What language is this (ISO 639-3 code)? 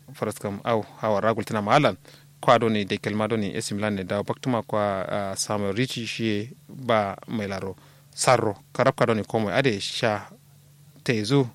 kau